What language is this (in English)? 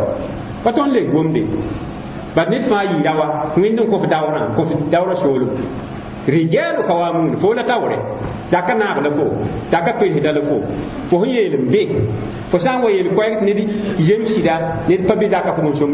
Mossi